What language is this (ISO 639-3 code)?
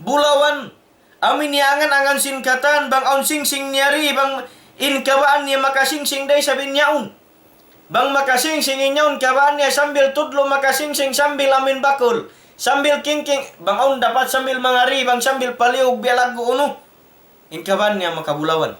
tsg